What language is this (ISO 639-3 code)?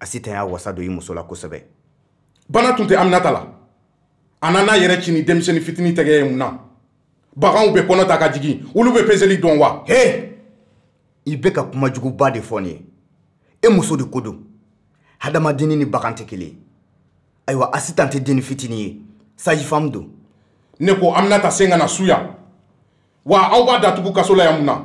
bam